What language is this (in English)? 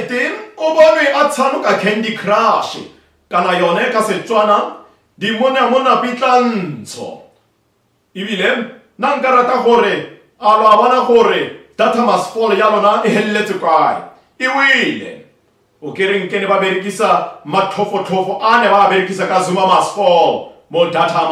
Tswana